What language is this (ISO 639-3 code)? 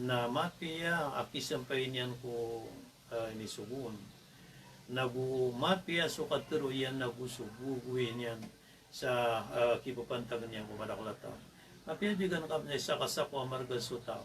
mrw